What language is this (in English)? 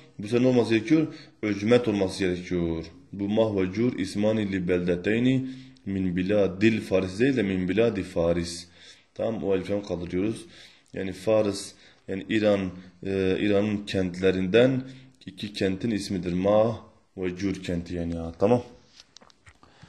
Turkish